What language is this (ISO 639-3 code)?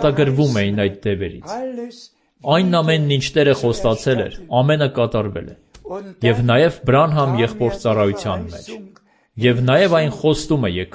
hye